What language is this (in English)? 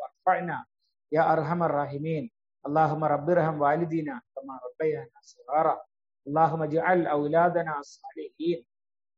Malayalam